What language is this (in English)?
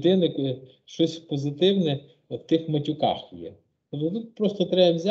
Ukrainian